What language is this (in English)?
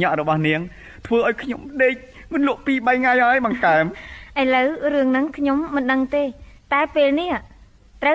Khmer